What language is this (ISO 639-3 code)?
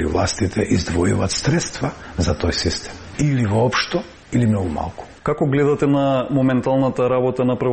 mkd